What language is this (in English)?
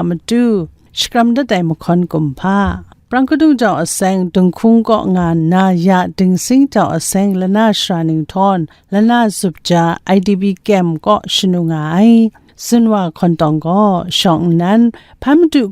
Kachin